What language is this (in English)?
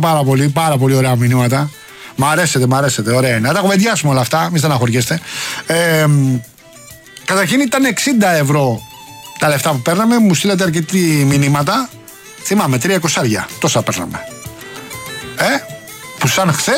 Greek